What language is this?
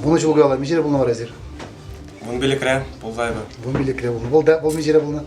Chuvash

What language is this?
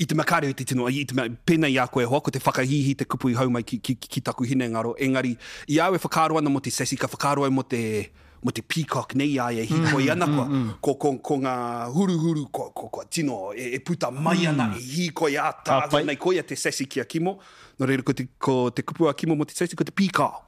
Māori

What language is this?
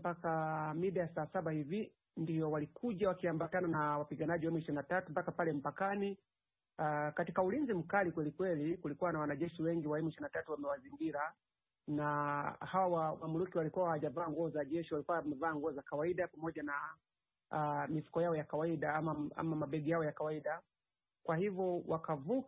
Swahili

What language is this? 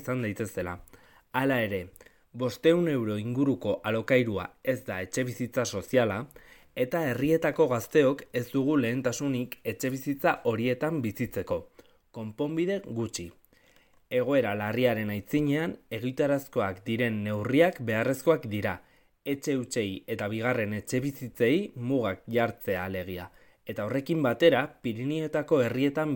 Basque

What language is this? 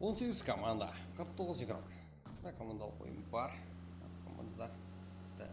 Kara-Kalpak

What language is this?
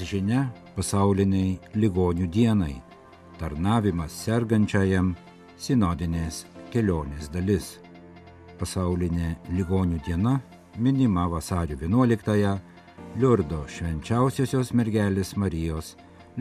Lithuanian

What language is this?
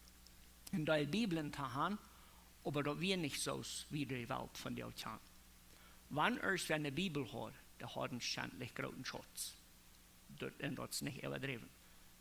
Plautdietsch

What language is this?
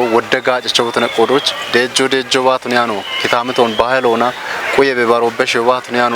Kafa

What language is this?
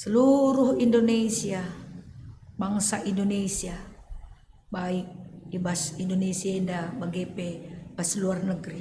Batak Karo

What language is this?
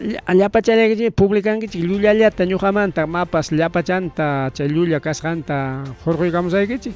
Ayacucho Quechua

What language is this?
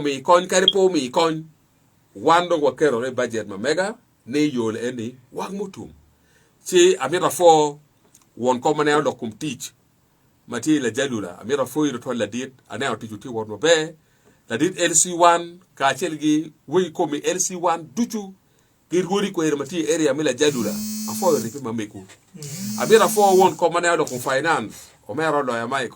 Acoli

